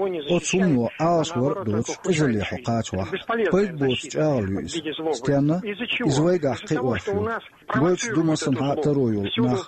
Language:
Chechen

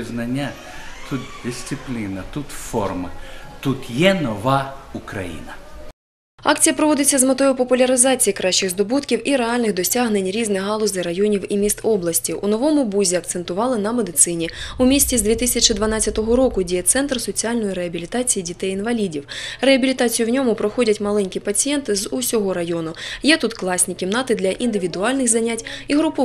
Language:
Ukrainian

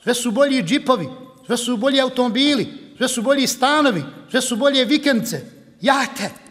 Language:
Bosnian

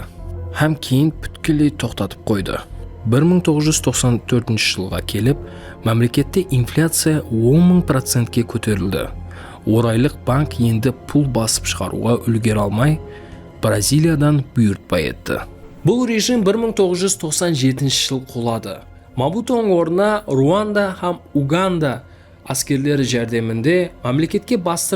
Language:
Kara-Kalpak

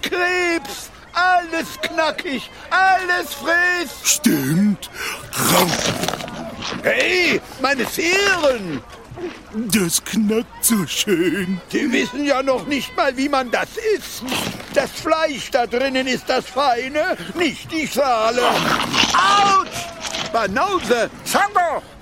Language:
German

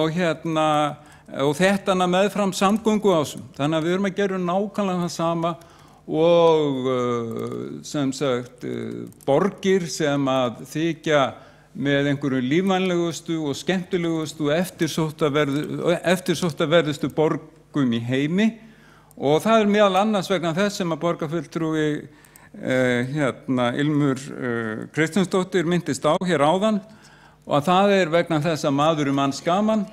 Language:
Icelandic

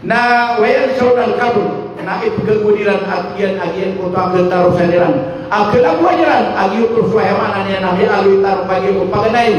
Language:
Maranao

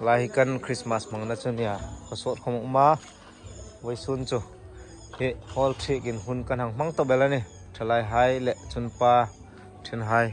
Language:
Hmar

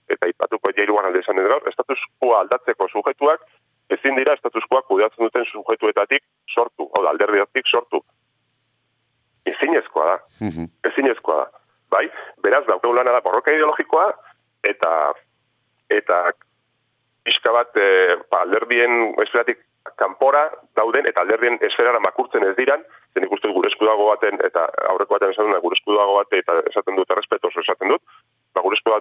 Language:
Basque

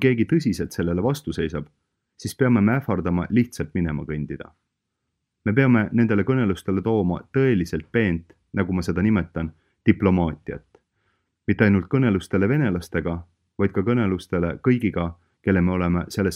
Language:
Estonian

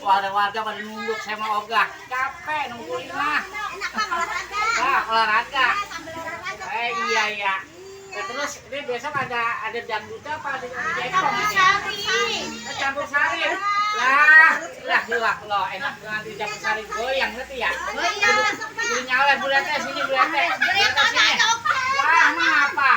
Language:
Betawi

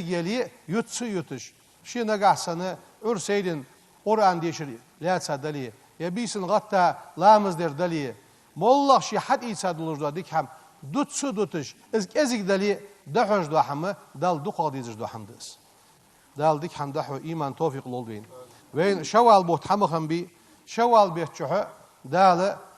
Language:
Ingush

